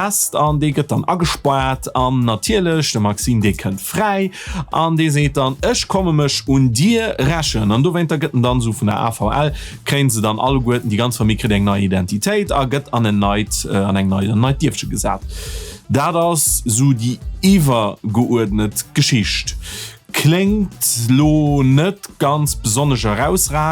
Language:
Luxembourgish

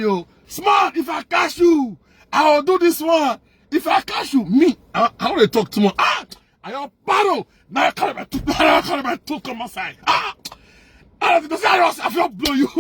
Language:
Nigerian Pidgin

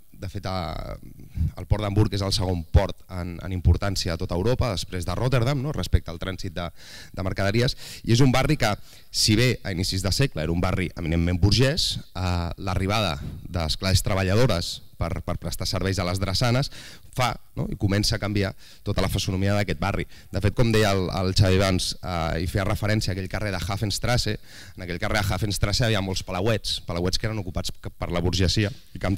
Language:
Catalan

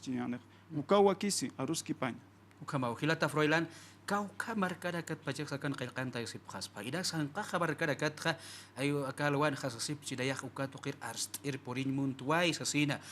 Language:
Aymara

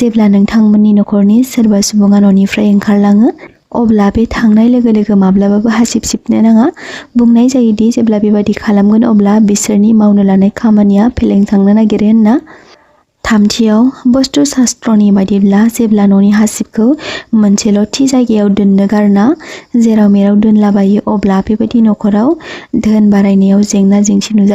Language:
Bodo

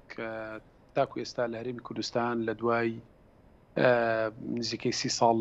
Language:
Central Kurdish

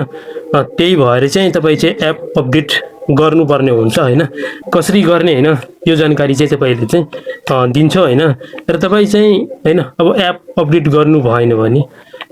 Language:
Nepali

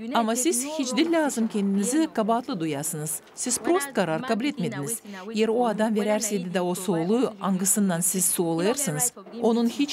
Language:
Gagauz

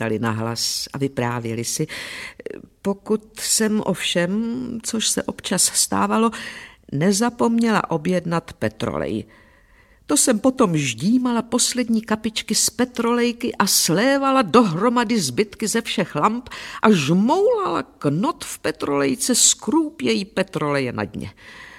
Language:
Czech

